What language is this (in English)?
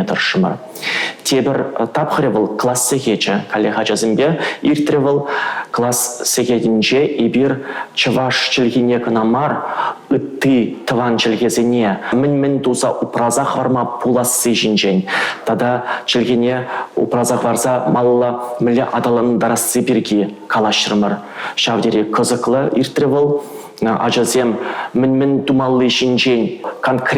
Chuvash